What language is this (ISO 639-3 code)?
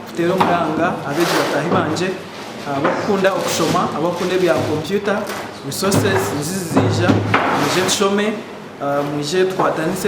nyn